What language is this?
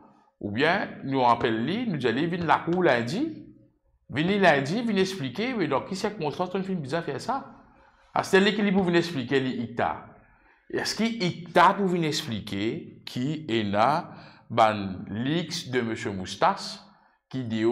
Morisyen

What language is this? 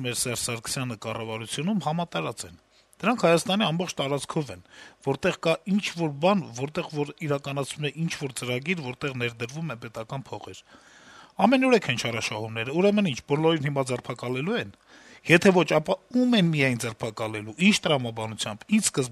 Armenian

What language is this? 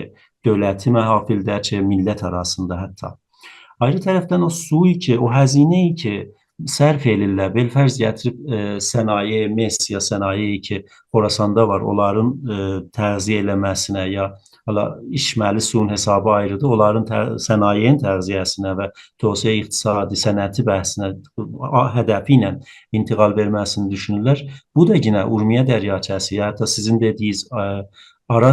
South Azerbaijani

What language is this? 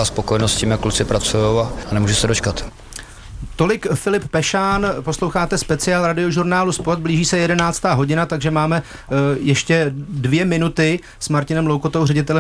Czech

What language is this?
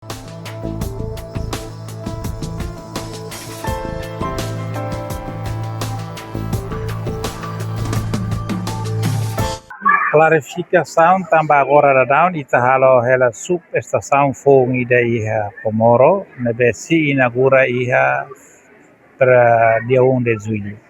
Tetum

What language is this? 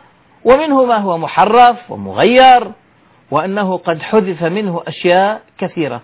Arabic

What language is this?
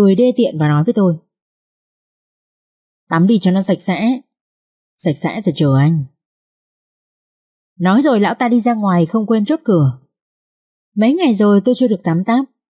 Vietnamese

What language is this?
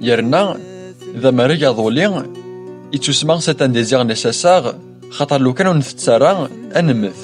Kabyle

